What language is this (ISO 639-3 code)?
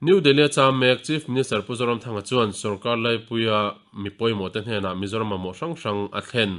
lus